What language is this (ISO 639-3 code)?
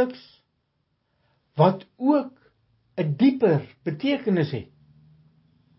afr